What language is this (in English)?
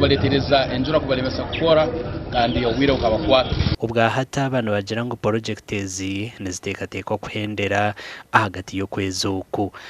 Nyankole